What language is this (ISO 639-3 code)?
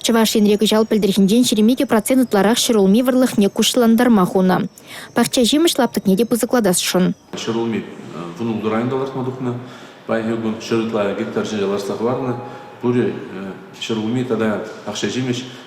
chv